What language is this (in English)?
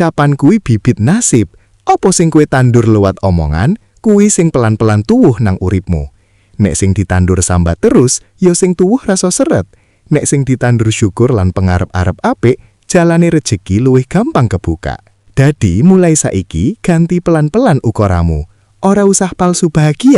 Javanese